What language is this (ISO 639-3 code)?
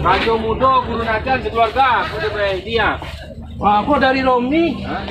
min